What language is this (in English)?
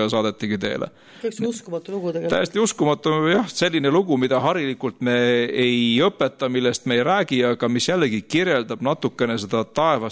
Estonian